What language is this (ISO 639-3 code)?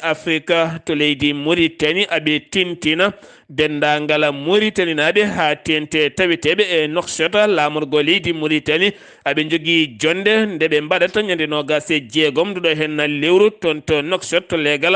ful